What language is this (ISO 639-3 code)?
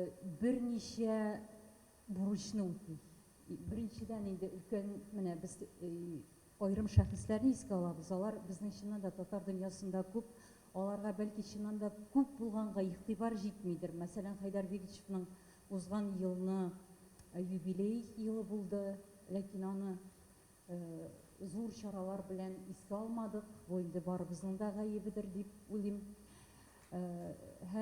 tat